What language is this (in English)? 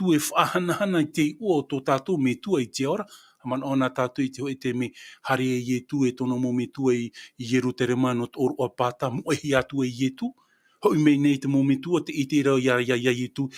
Tahitian